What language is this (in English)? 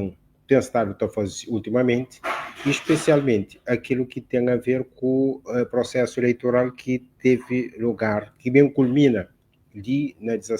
Kabuverdianu